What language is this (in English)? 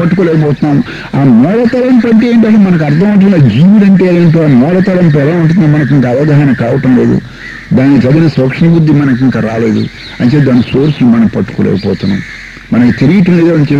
Telugu